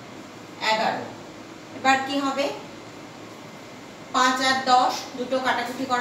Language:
Bangla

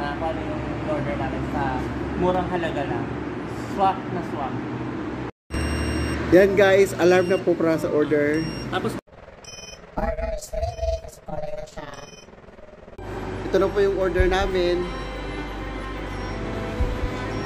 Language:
Filipino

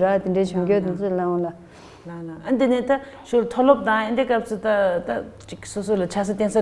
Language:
Tibetan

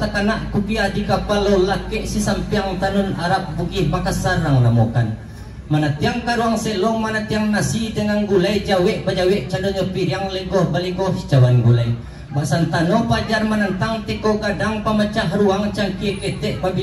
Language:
Minangkabau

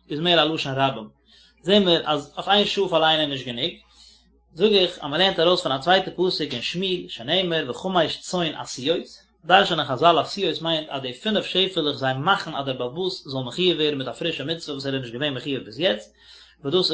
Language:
Yiddish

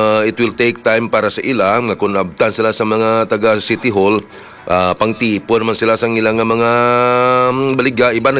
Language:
Hiligaynon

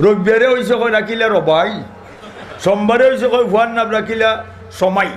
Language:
Sylheti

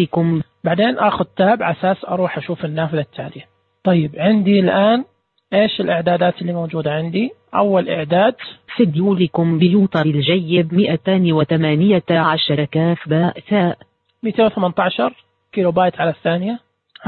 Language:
Najdi Arabic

